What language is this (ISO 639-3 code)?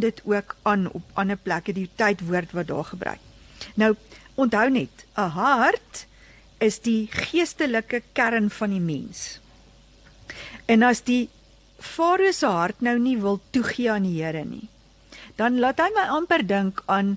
afr